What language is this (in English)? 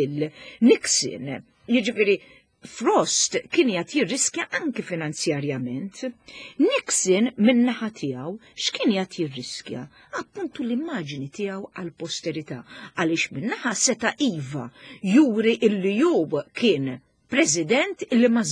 Maltese